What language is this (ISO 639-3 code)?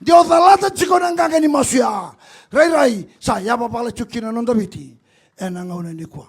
fij